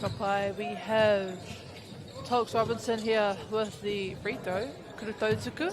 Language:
Māori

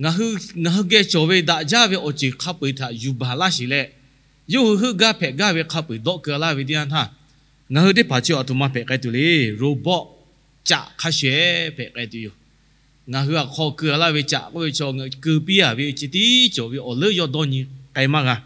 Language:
Lahu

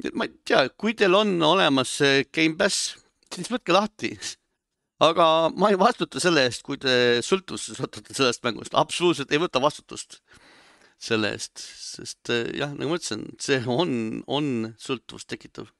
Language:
Estonian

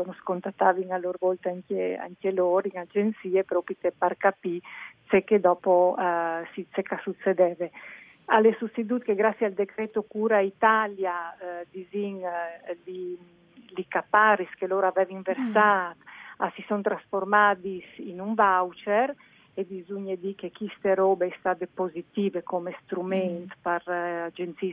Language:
Friulian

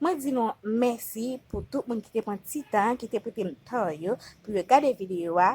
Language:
Haitian Creole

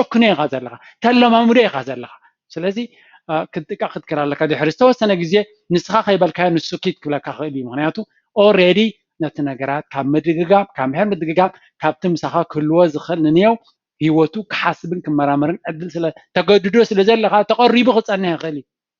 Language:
Tigrinya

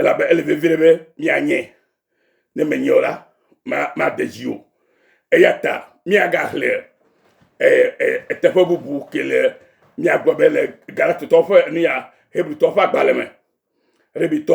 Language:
Ewe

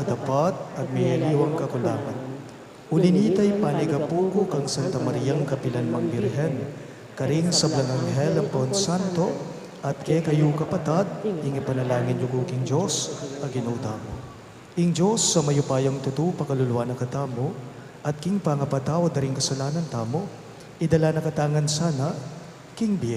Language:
Pampanga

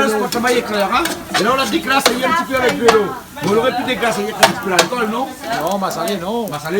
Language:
Réunion Creole French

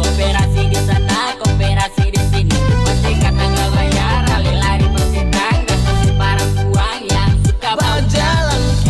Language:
Ambonese Malay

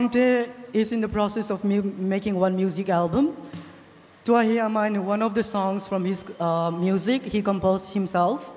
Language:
Thado Chin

